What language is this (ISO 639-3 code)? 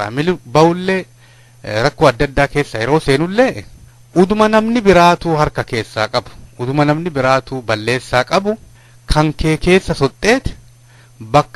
orm